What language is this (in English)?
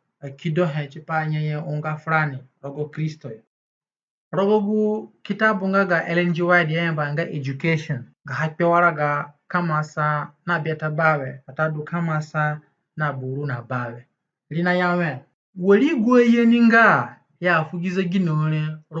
Zande (individual language)